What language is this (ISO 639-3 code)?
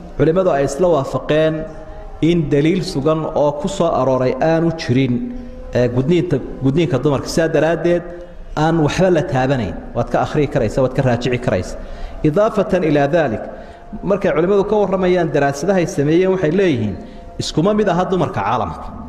som